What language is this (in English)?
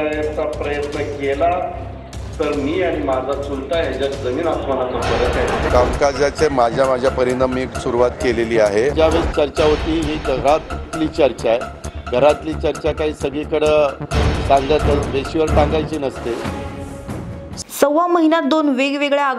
Marathi